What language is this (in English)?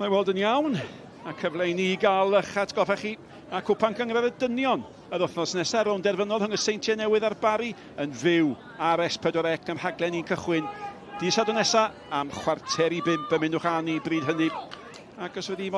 Welsh